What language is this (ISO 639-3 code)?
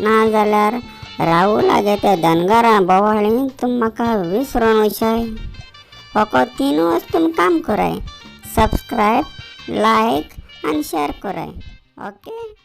kok